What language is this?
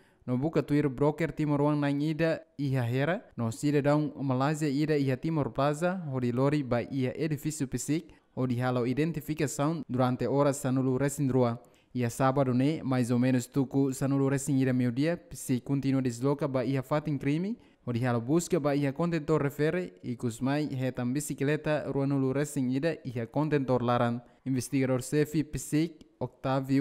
Tetum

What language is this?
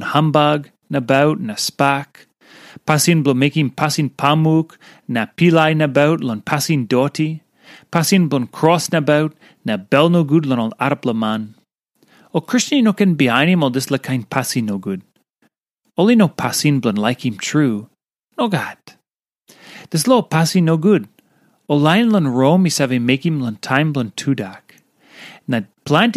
Tok Pisin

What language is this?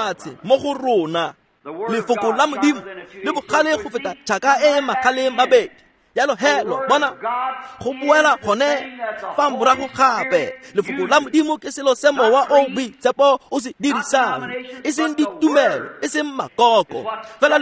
Tswana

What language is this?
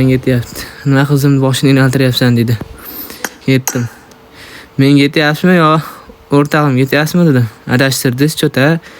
Uzbek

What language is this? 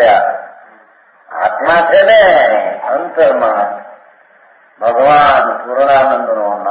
Gujarati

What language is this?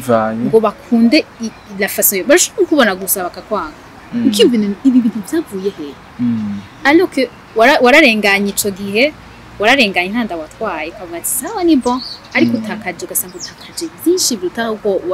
Rundi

